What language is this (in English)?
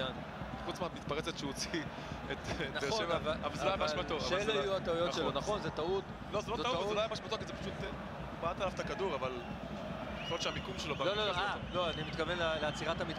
Hebrew